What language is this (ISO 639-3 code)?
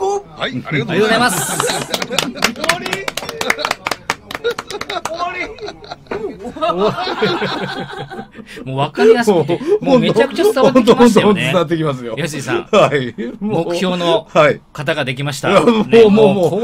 jpn